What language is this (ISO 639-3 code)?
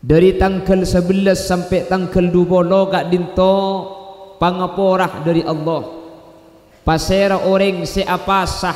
mad